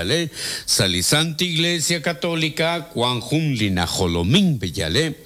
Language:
Kekchí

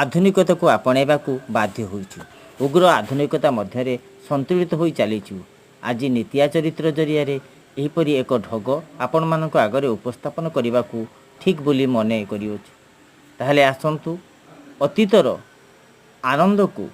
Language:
Odia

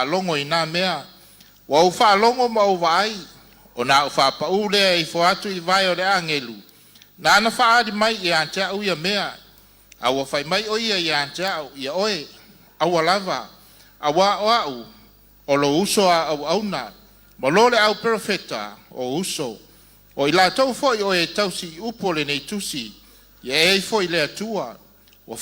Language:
Samoan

